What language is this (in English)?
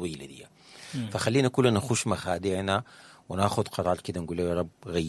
Sudanese Arabic